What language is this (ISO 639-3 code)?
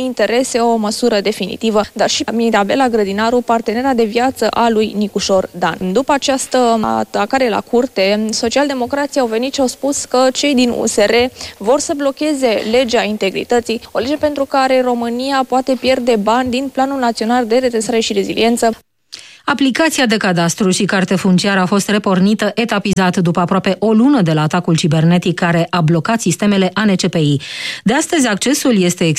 ron